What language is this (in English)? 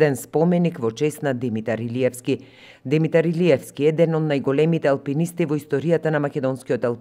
Macedonian